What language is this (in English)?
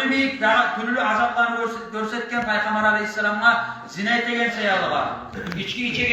Kumyk